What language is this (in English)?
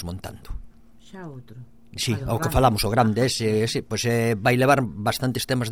Galician